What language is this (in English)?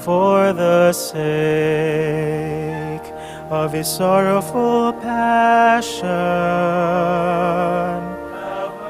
Pampanga